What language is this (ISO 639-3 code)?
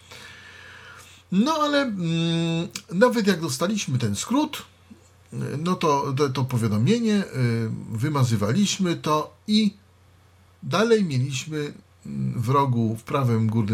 pol